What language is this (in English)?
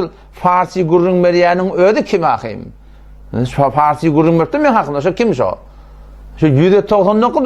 Turkmen